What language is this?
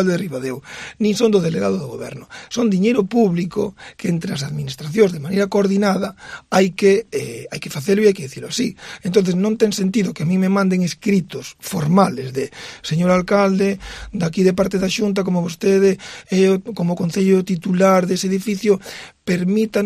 Galician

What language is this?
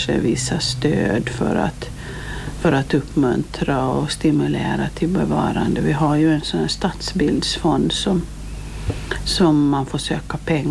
Swedish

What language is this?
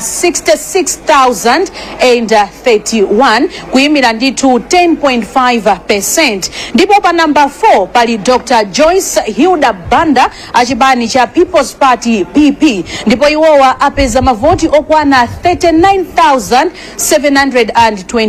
Nyanja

